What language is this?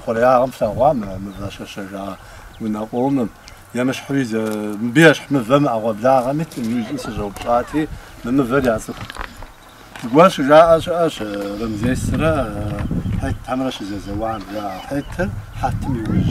Kabardian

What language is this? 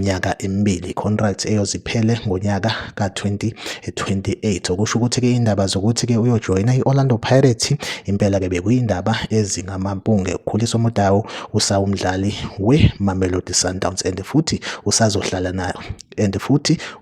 Zulu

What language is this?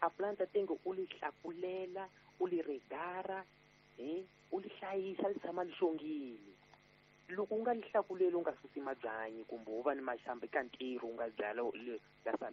Tsonga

